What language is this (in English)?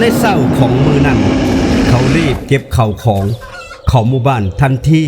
Northeastern Thai